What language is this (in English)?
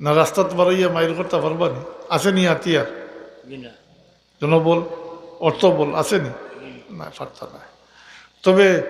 Sylheti